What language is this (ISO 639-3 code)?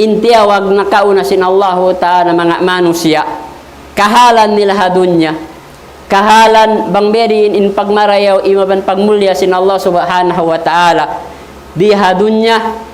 tsg